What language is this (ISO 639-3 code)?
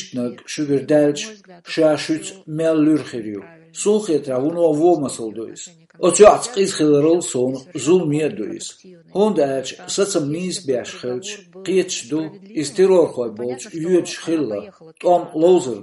che